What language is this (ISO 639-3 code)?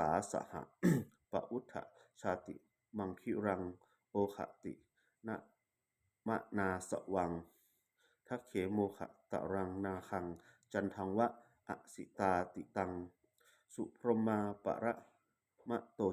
pli